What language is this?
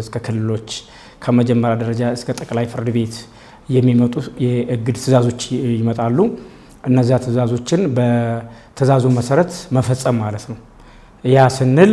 Amharic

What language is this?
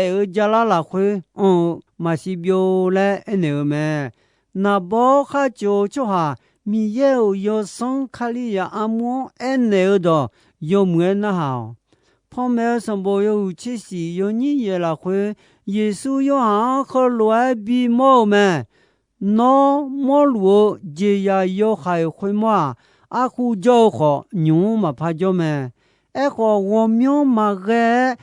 Akha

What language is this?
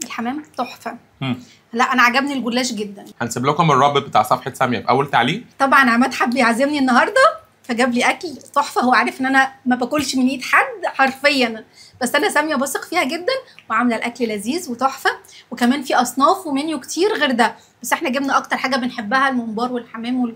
Egyptian Arabic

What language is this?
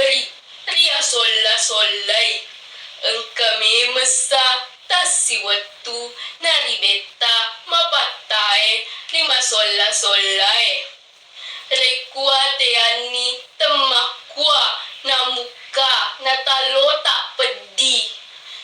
Buginese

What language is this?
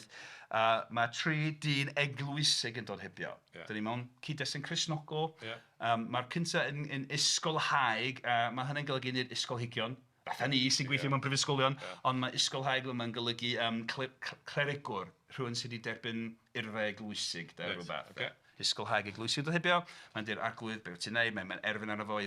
Welsh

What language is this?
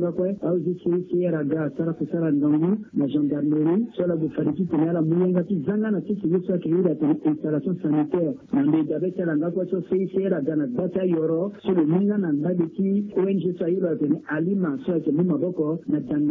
Sango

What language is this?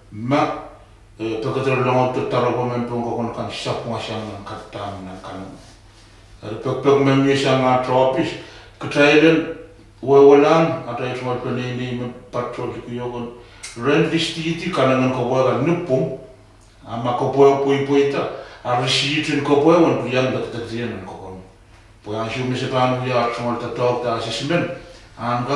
Pohnpeian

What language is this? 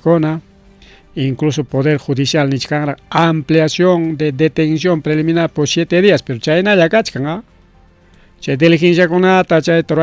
Ayacucho Quechua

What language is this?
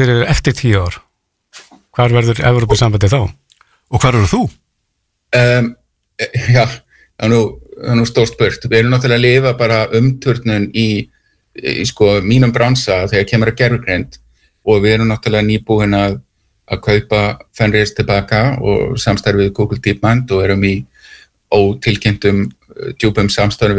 Icelandic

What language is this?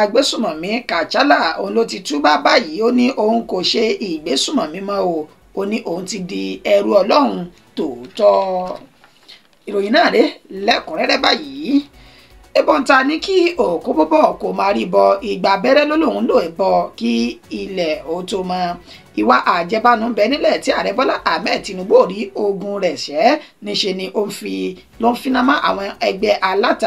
Yoruba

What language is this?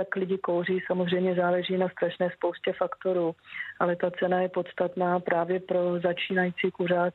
Czech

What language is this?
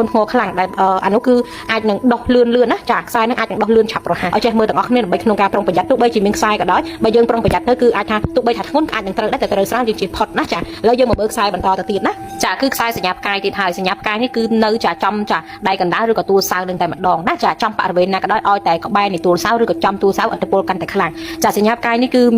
Khmer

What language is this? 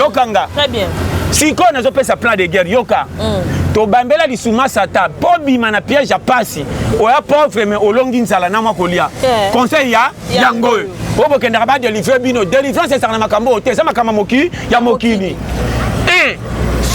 Lingala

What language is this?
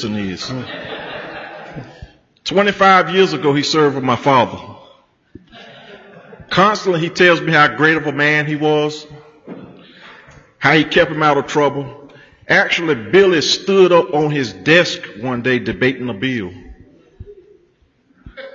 English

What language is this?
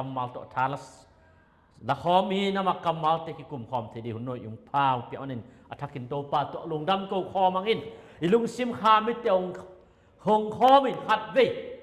Tedim Chin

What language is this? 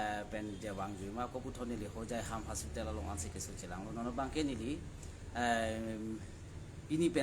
Karbi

